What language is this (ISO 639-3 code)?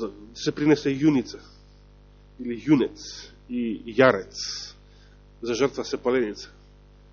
mkd